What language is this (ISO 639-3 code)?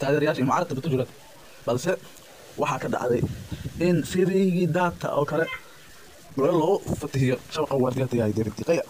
som